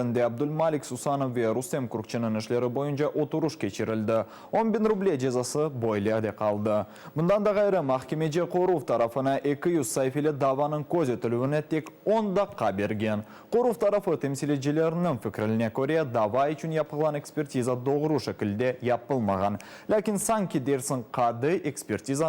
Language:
Crimean Tatar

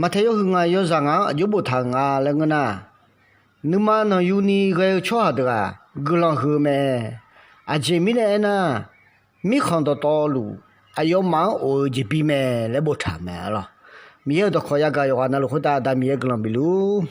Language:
Akha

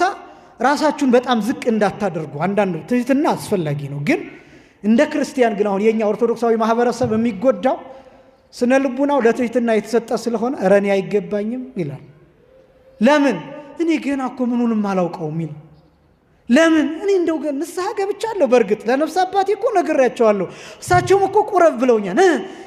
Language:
Amharic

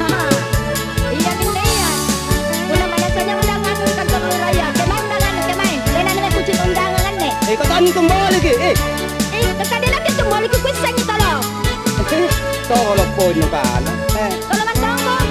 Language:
Makasar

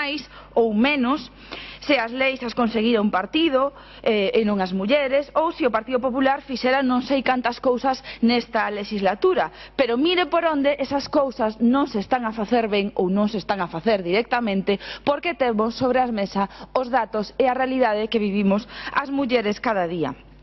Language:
Galician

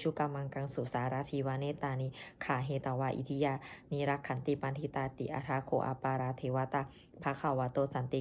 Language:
Pali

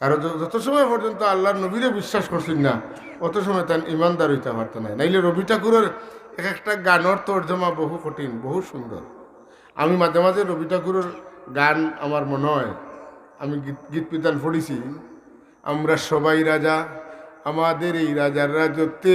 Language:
Sylheti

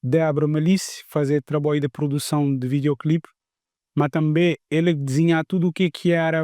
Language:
Kabuverdianu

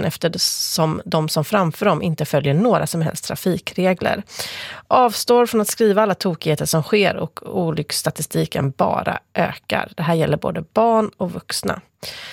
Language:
Swedish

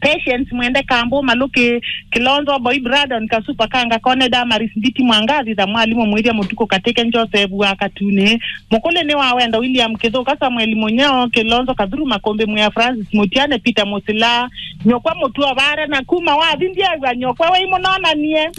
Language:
Kamba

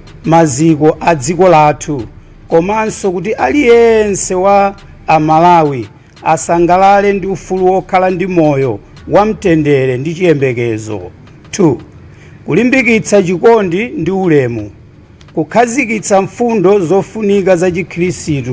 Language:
Nyanja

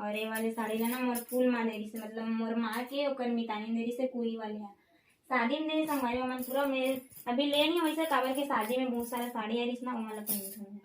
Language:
Chhattisgarhi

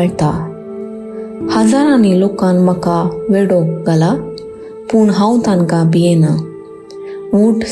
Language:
Konkani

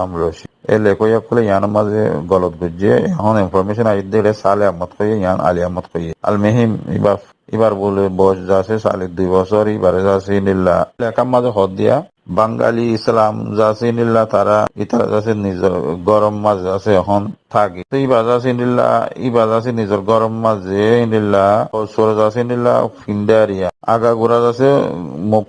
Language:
Rohingya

